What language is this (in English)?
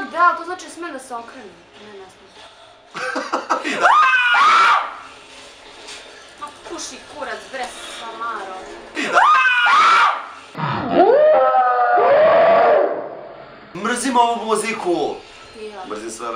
Serbian